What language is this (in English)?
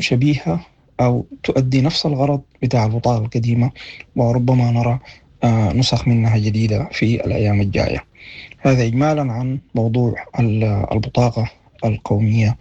Sudanese Arabic